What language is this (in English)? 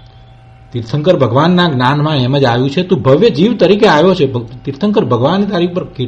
Gujarati